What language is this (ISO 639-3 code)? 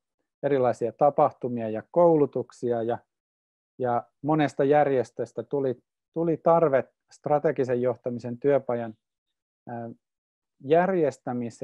fin